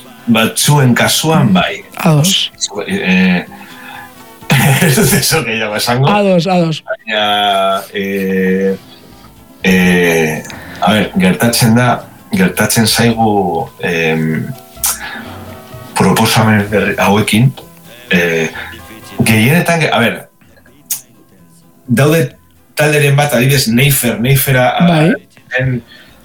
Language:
Basque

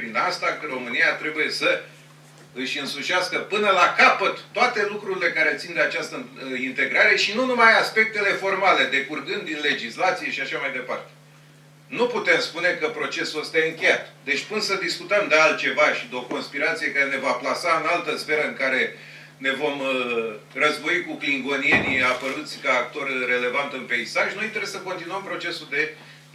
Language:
Romanian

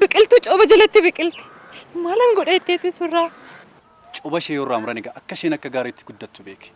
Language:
Oromo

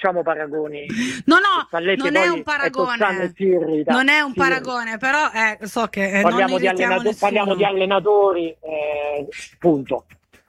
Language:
Italian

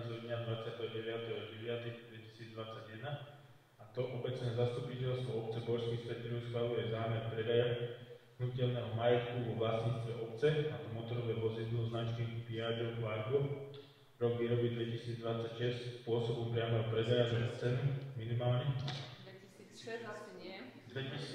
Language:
Slovak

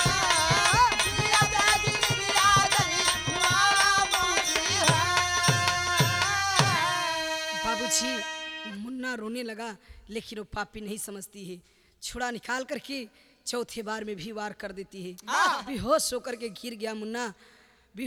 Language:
Bhojpuri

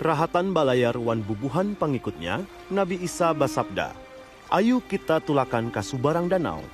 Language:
Banjar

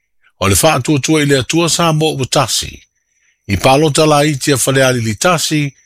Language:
Samoan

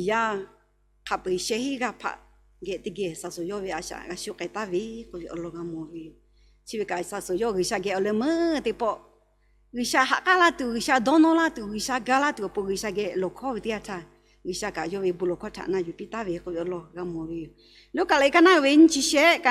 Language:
Lahu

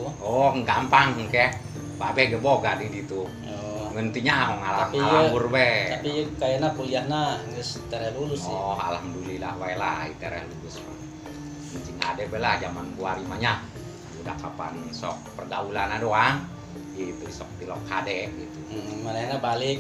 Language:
Sundanese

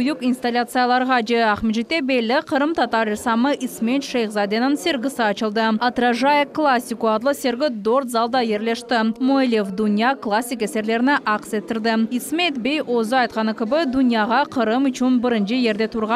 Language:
Crimean Tatar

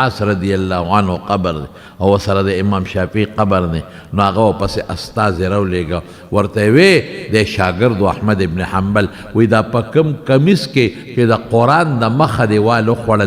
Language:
Pashto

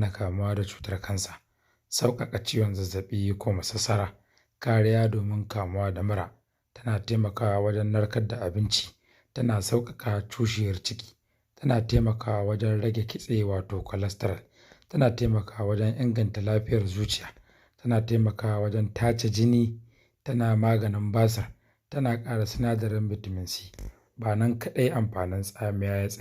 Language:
Hausa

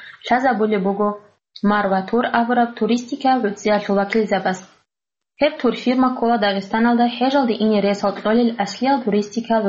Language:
Avaric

